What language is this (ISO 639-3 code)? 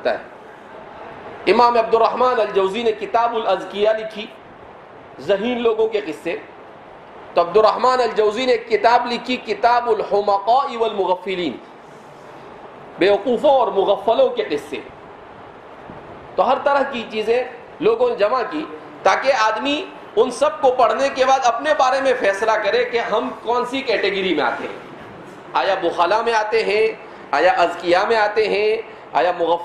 urd